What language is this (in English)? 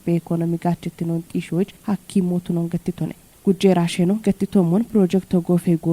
Kafa